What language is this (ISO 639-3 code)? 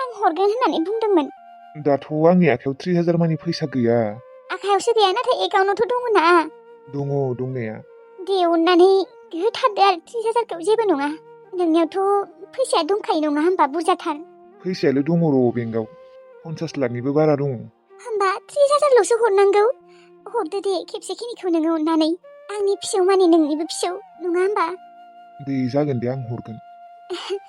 brx